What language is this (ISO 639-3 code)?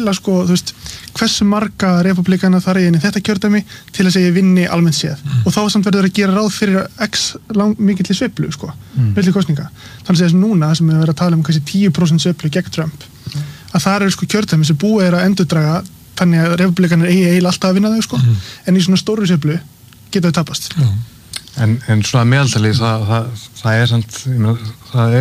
isl